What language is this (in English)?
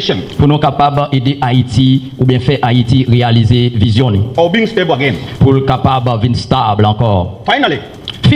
Haitian Creole